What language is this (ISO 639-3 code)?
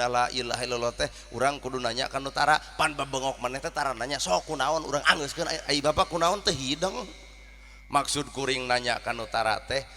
sun